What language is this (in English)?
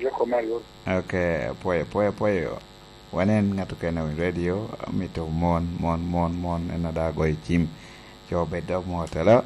Lango (Uganda)